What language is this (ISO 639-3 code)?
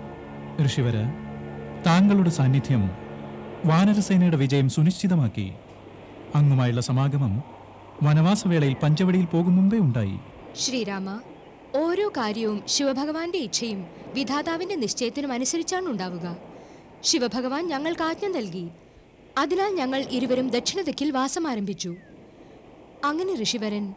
mal